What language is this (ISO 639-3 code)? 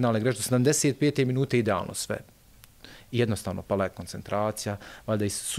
bos